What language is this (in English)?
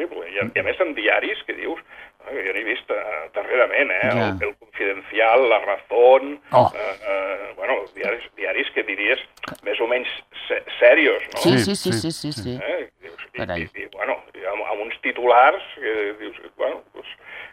Catalan